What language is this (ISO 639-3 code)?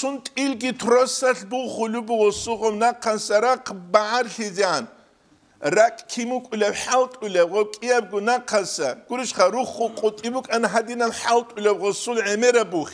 ava